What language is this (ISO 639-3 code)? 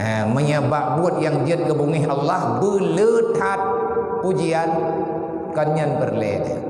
ace